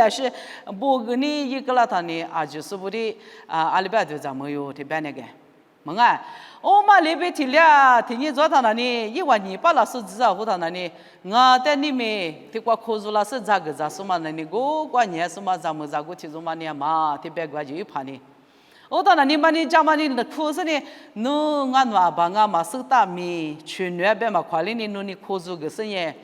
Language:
Lisu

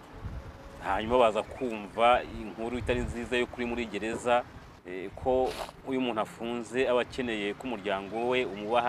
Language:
Kinyarwanda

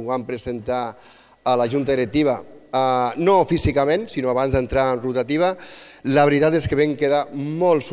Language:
Catalan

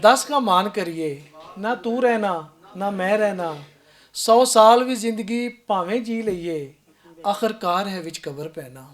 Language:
Western Panjabi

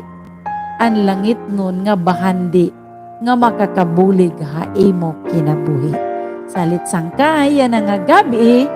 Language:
Waray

